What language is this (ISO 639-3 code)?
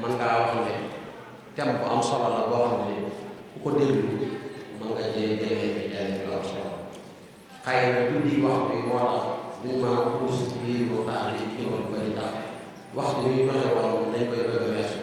wol